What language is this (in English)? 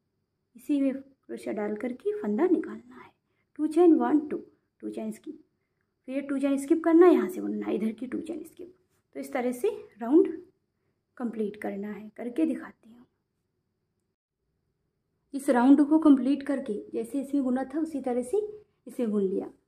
Hindi